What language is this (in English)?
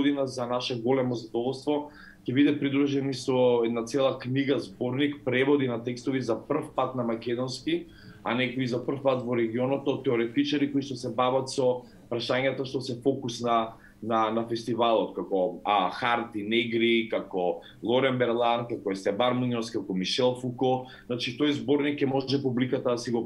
Macedonian